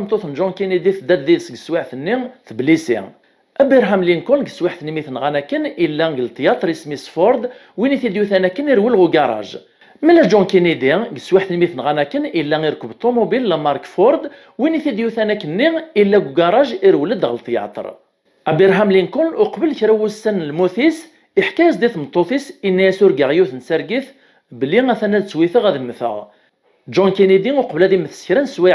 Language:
Kabyle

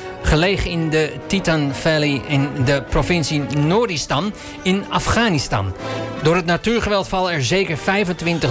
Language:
Dutch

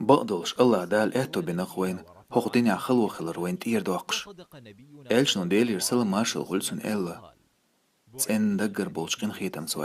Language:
Chechen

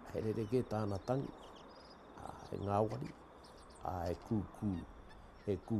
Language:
Māori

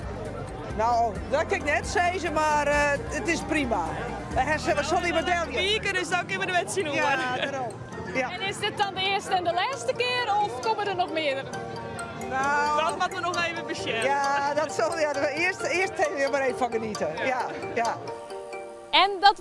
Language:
Western Frisian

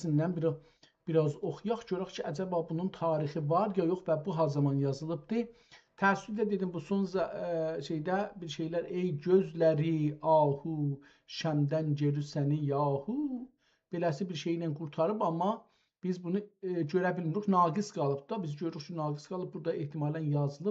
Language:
South Azerbaijani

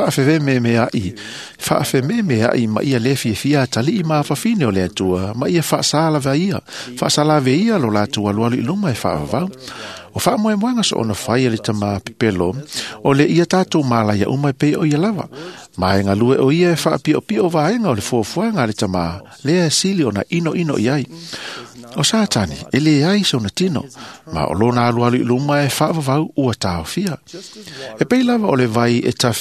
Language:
Samoan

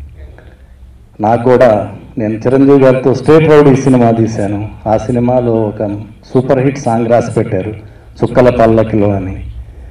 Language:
Telugu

